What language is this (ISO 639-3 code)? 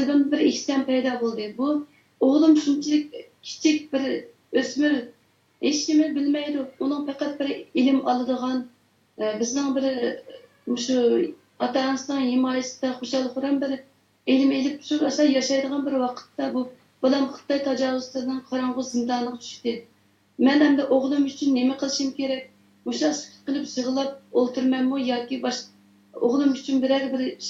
uig